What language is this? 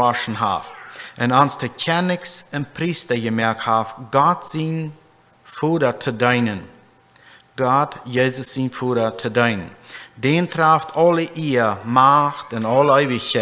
Plautdietsch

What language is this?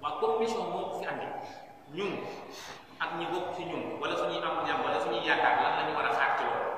Wolof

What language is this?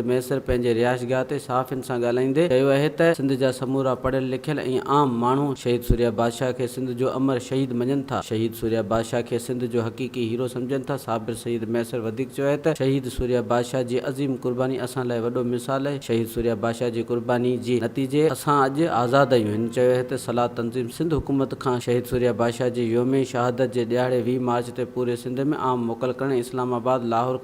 Sindhi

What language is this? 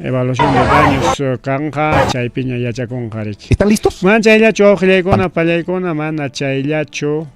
Ayacucho Quechua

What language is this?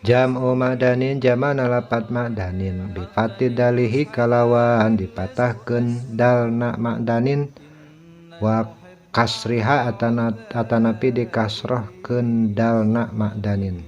Sundanese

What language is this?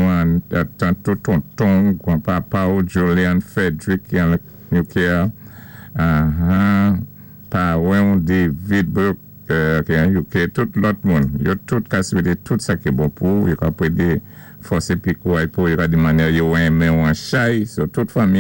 Saint Lucian Creole French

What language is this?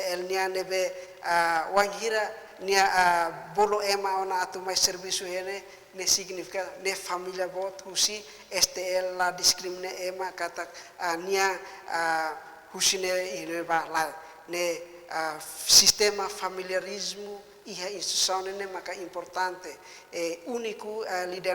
Tetum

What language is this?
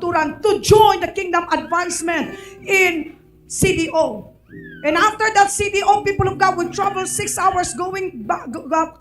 Hiligaynon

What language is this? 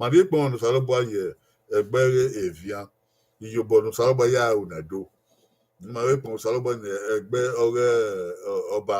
Bini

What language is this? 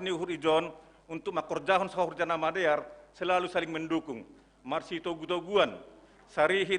Batak Simalungun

